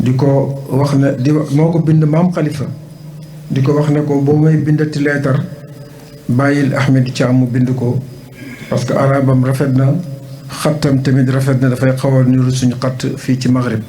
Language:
Wolof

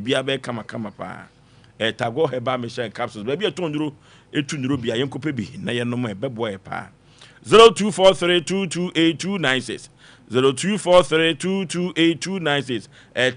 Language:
Akan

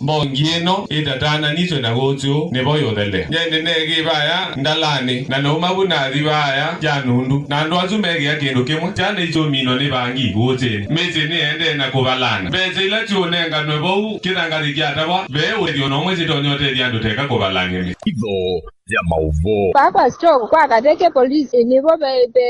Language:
Kamba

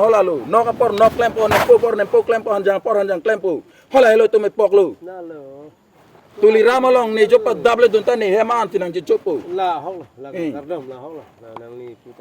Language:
Karbi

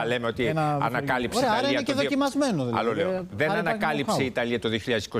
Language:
Greek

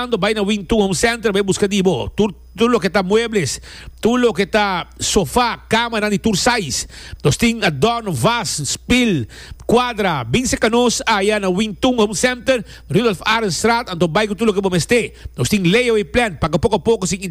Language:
Papiamento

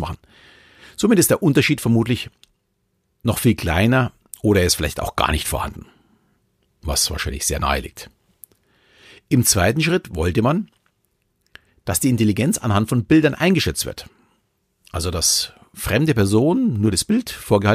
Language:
German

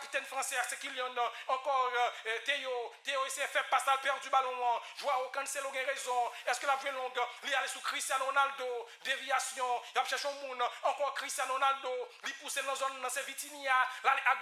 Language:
Haitian Creole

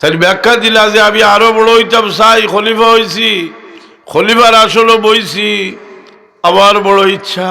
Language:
Sylheti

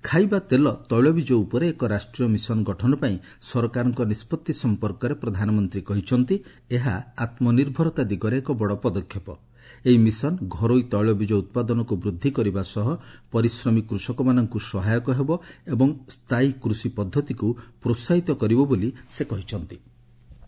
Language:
Odia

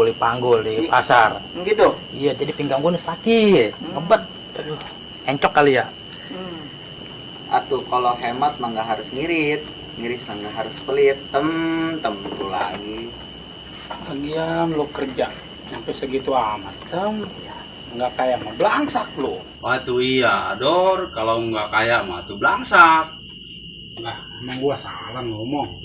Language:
Betawi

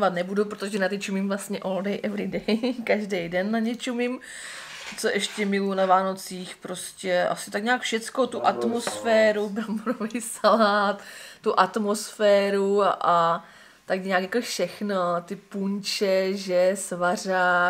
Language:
Czech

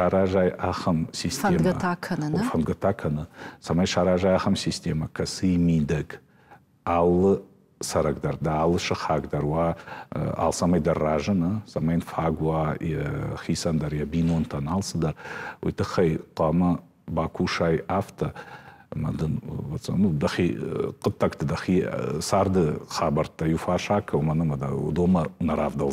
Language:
Ossetic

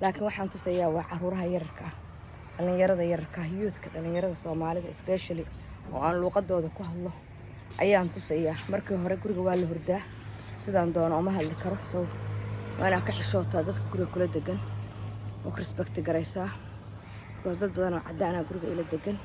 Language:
Somali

